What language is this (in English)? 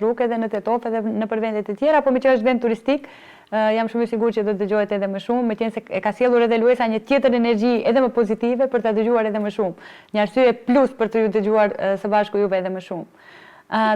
Albanian